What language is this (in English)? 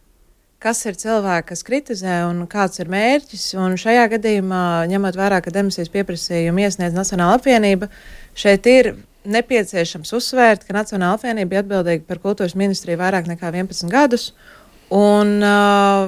Latvian